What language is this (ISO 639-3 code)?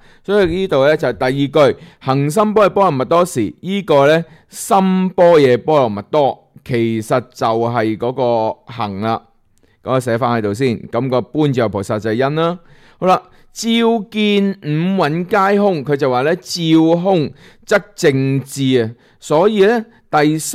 yue